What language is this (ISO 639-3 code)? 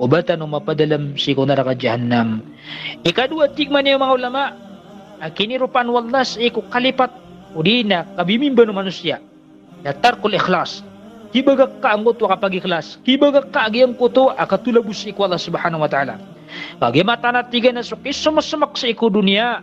mrw